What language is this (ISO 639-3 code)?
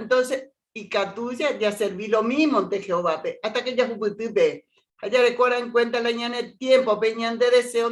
grn